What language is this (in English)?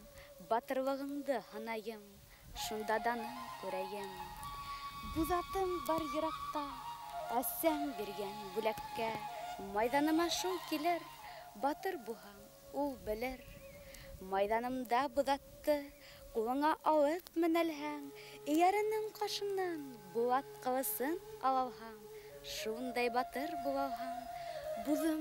Bashkir